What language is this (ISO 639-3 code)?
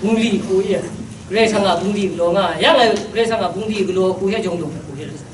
kac